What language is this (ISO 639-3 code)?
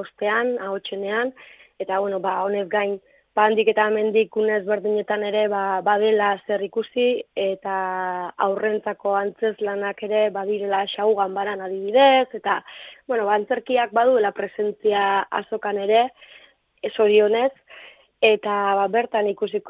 eus